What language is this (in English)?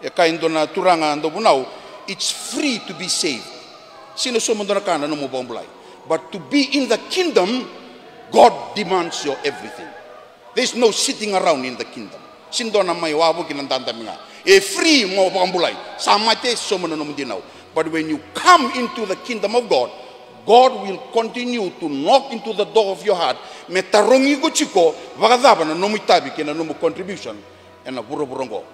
Fijian